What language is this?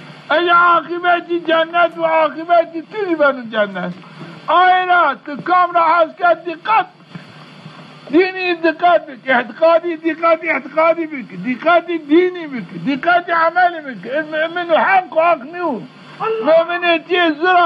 Zaza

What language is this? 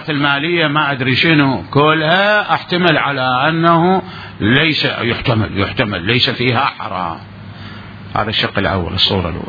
Mesopotamian Arabic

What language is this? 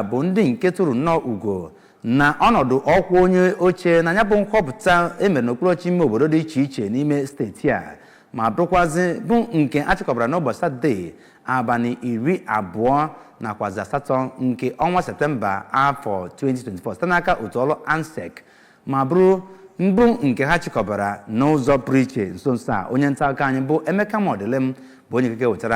Igbo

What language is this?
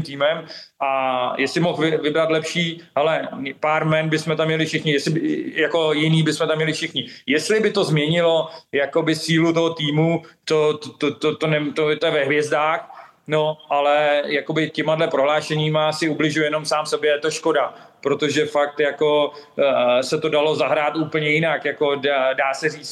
Czech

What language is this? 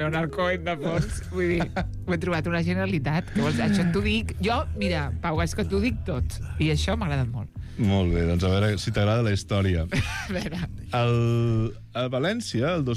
Catalan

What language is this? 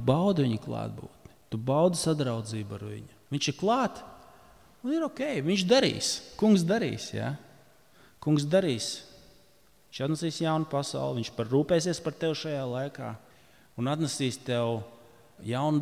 Latvian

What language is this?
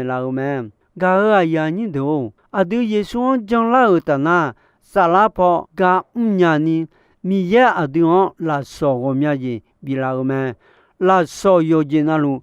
Akha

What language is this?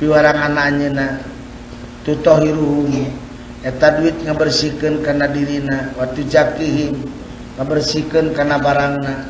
Sundanese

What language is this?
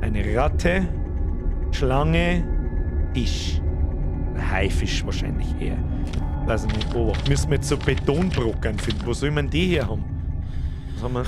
Bavarian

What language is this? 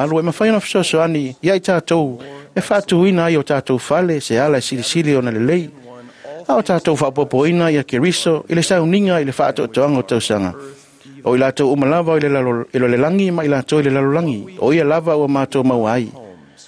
Samoan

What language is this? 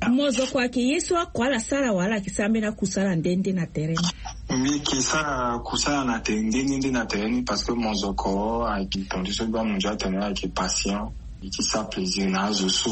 Sango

